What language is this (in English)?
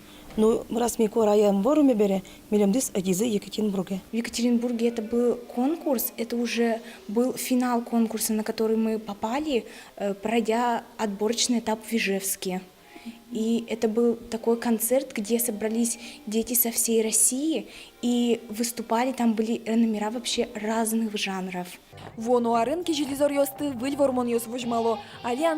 Udmurt